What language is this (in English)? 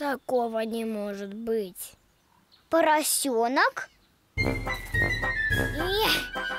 Russian